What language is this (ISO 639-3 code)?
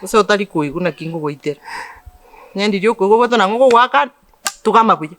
guz